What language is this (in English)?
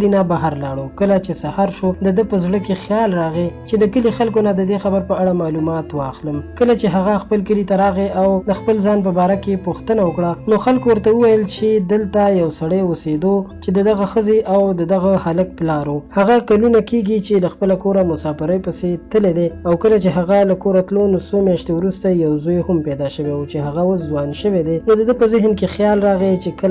Pashto